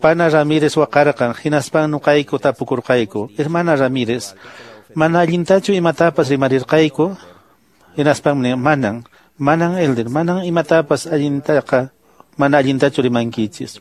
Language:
Quechua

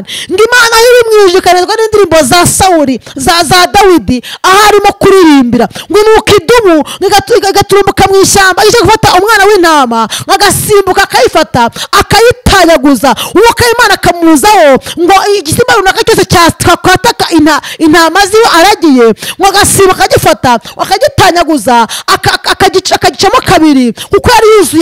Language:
Kinyarwanda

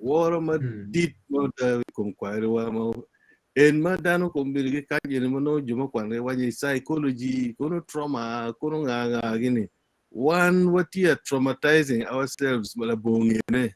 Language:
Acoli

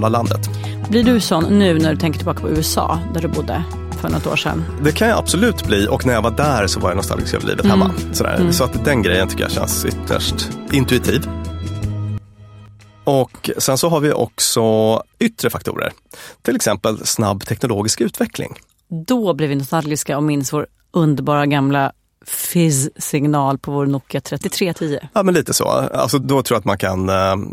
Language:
Swedish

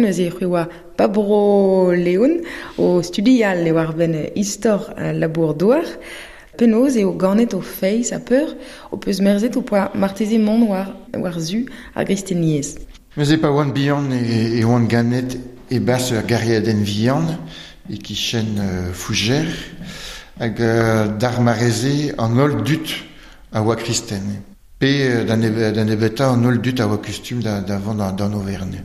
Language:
Breton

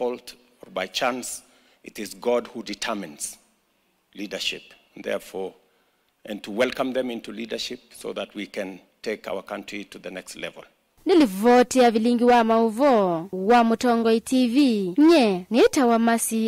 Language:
Kamba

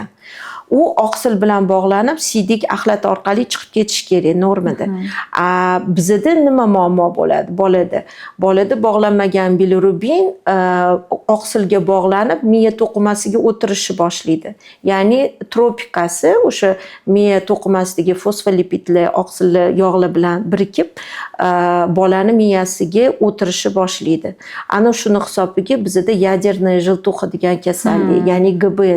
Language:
Uzbek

